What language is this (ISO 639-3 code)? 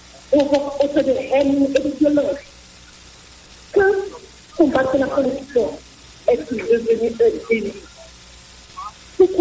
fra